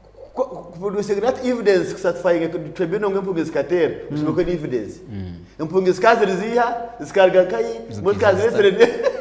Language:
Nyankole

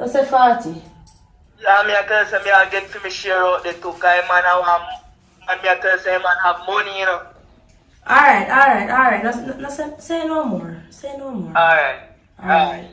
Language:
Jamaican Creole English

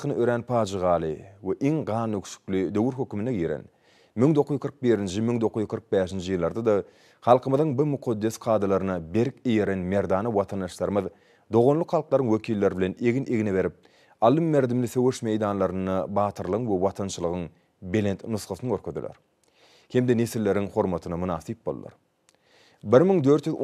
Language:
Turkmen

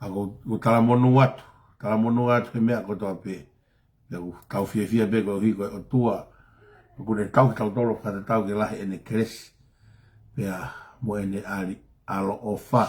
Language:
Tongan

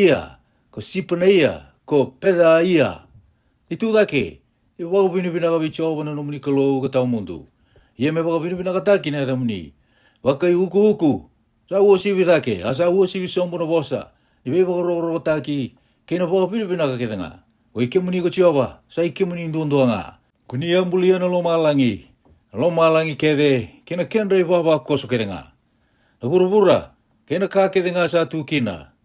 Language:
Fijian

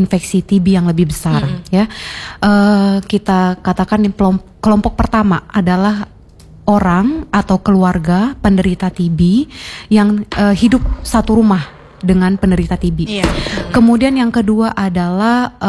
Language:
Indonesian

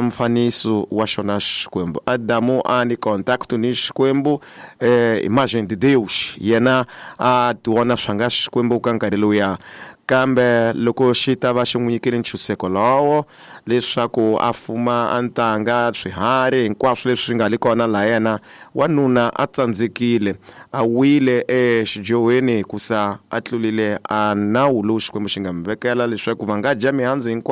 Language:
Tsonga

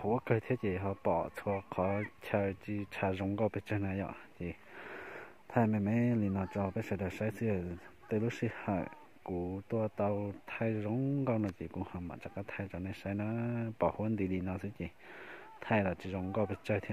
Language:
Hmong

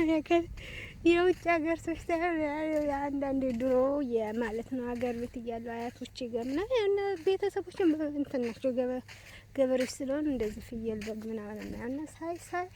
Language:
Amharic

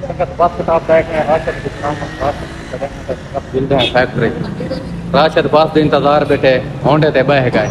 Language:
Saraiki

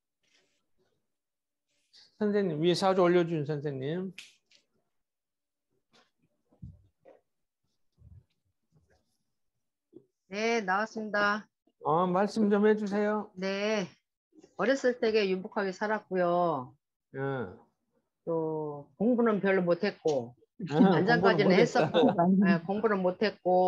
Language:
Korean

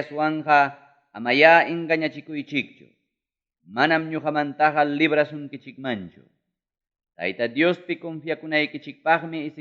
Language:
Ayacucho Quechua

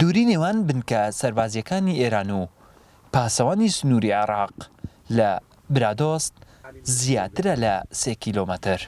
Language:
Central Kurdish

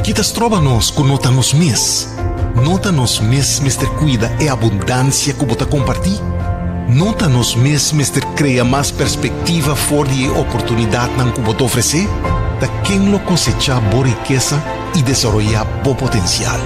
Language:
Papiamento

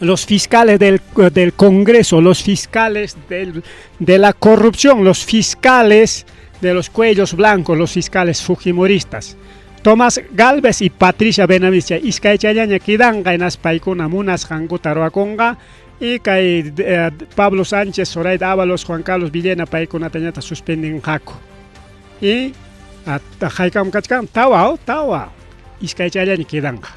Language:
Ayacucho Quechua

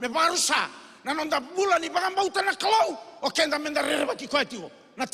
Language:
Fijian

